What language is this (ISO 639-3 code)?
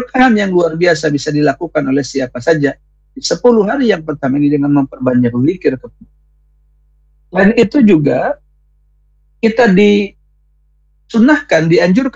ind